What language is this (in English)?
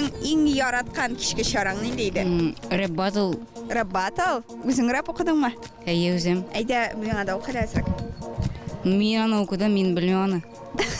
Tatar